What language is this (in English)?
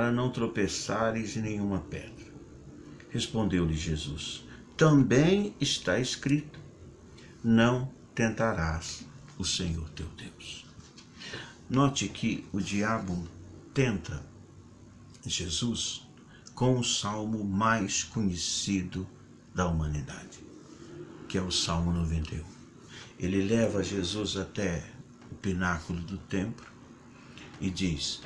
Portuguese